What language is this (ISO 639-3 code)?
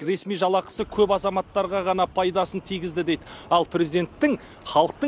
kaz